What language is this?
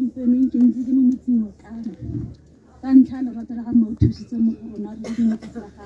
Tswana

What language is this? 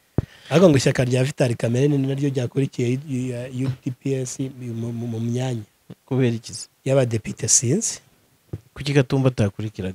Kinyarwanda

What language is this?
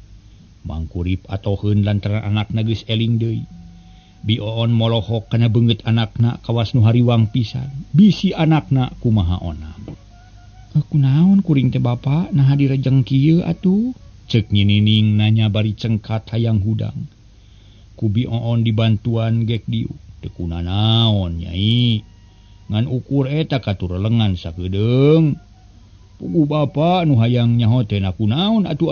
Sundanese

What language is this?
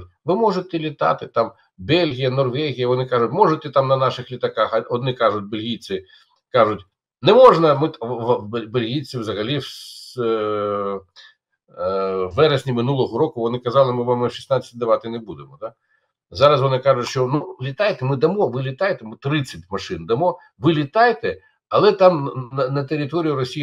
Ukrainian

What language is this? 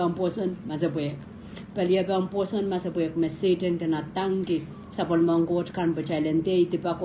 Pohnpeian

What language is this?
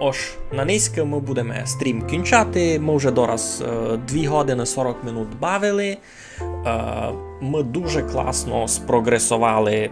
Rusyn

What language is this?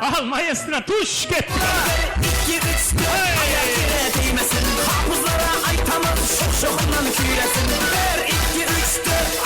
Kara-Kalpak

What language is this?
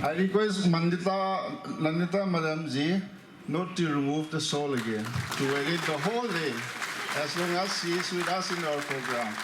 Hmar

